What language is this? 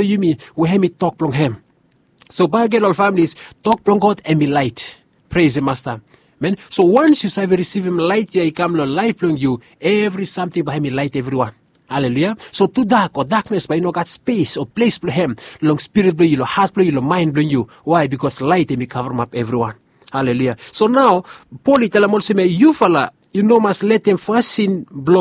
Bislama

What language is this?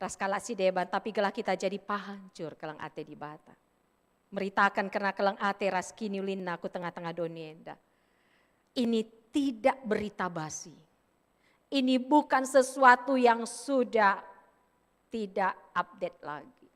Batak Karo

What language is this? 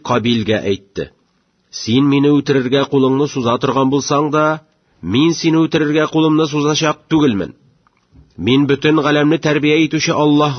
Tatar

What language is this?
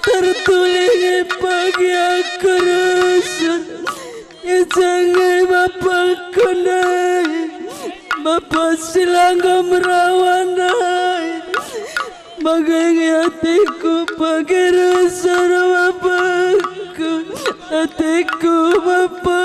Batak Karo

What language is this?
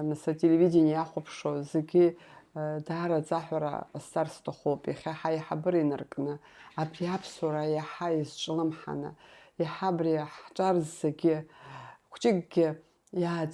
Abkhazian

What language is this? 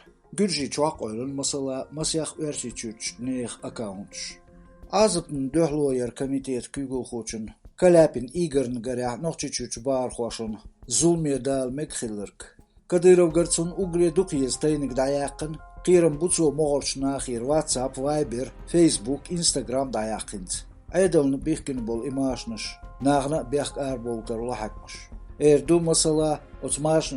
Chechen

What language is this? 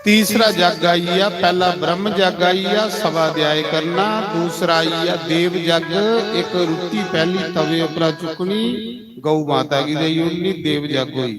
Dogri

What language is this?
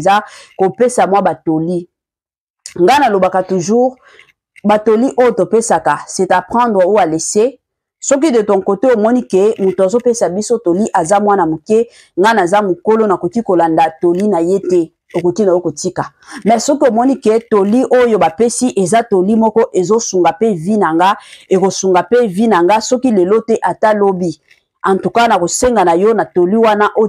Lingala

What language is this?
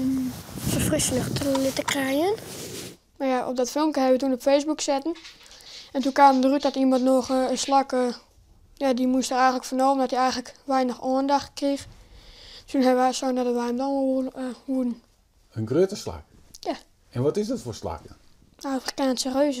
Western Frisian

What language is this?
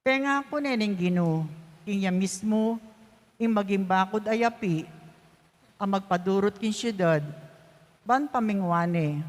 Pampanga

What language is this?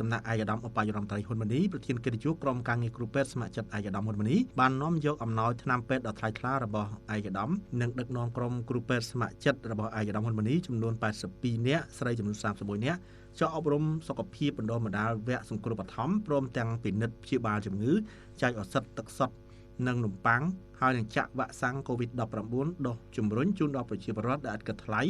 Khmer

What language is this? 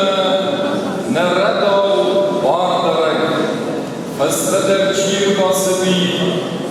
Ossetic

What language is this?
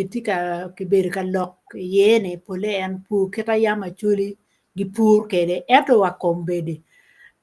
Acoli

